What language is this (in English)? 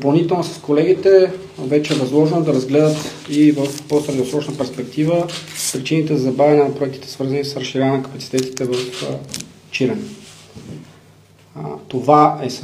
Bulgarian